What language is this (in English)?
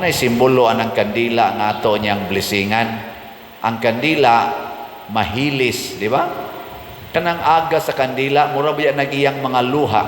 Cebuano